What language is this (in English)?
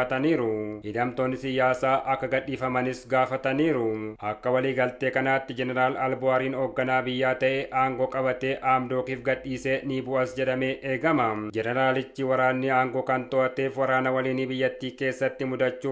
Oromo